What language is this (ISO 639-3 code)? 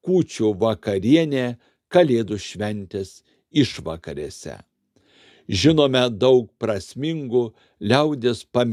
lit